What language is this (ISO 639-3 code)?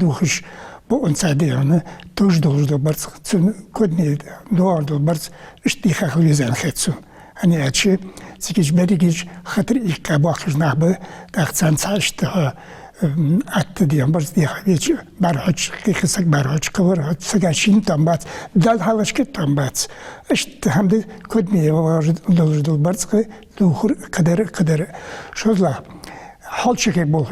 inh